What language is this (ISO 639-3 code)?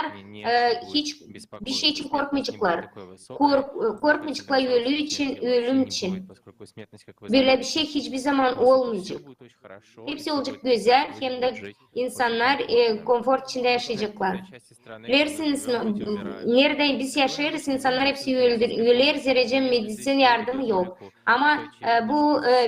gag